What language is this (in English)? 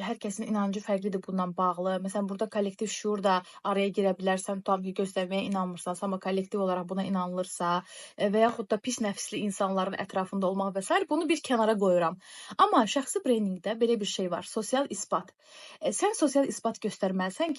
Azerbaijani